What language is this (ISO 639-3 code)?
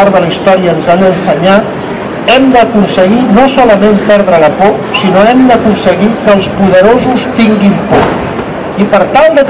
cat